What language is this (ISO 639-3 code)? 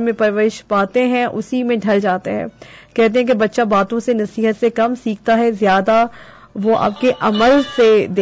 urd